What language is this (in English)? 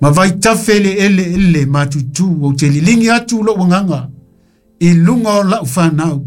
Samoan